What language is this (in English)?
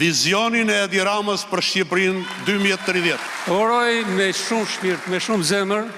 Albanian